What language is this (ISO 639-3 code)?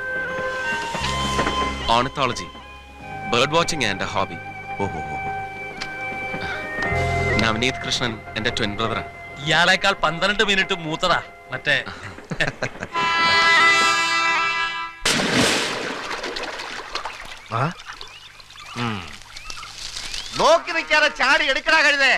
mal